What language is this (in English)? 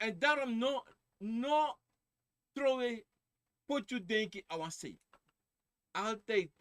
Sranan Tongo